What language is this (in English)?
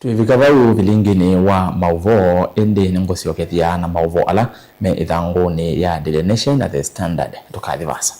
Kamba